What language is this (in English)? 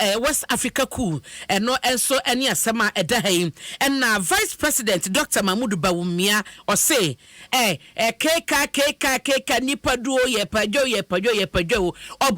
Akan